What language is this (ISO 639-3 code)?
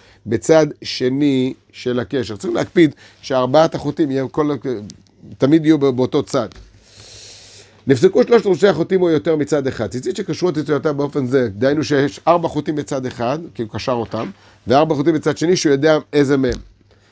heb